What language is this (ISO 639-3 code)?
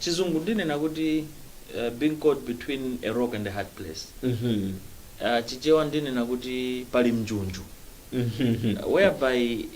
nya